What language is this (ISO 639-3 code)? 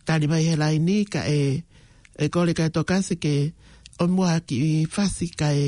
ton